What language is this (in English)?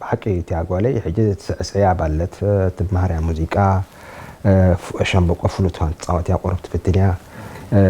Tigrinya